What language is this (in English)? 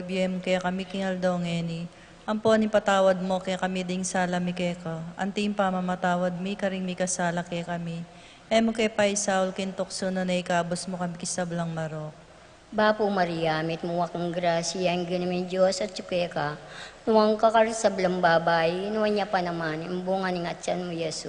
Pampanga